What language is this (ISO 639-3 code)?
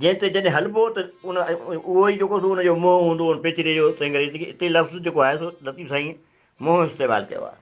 snd